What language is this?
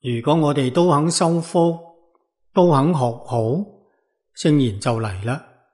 Cantonese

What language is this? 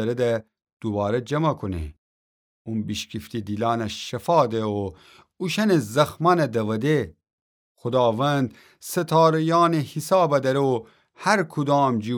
Gilaki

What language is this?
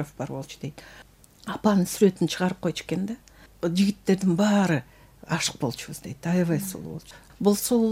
Kyrgyz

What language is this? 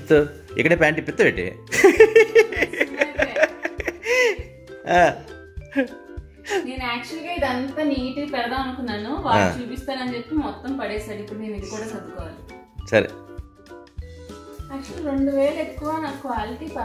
Telugu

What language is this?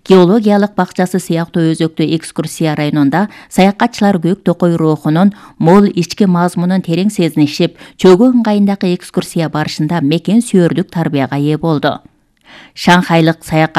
Kyrgyz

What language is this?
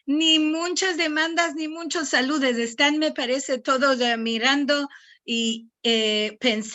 Ladino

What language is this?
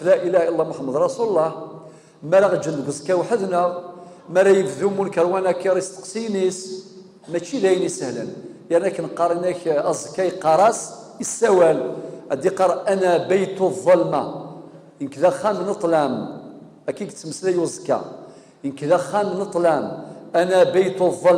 Kabyle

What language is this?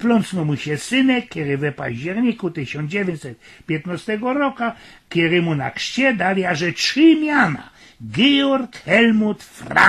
Silesian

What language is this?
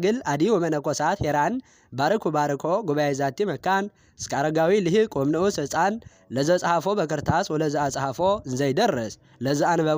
Amharic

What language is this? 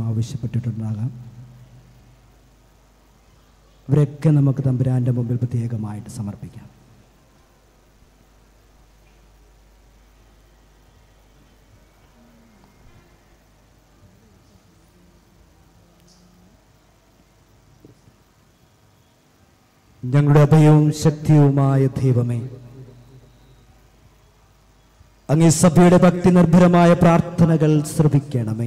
Malayalam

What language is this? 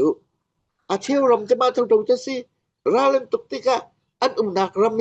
Falam Chin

